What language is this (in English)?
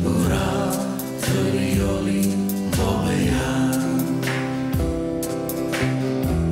Afrikaans